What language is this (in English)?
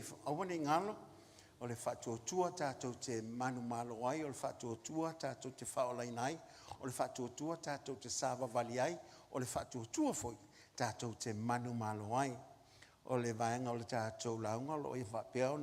Samoan